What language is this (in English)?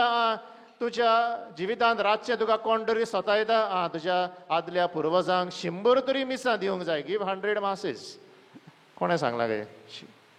Konkani